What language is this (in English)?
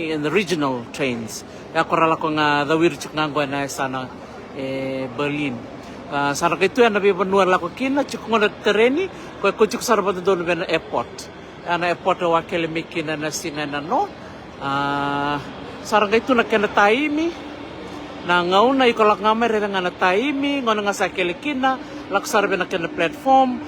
Fijian